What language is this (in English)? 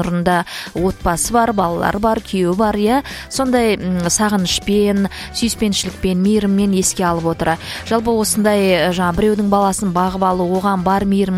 Kazakh